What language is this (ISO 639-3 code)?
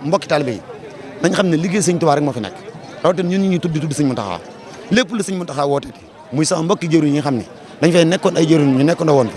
wol